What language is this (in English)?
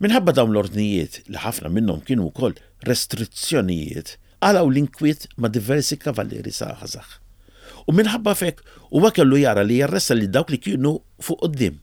Maltese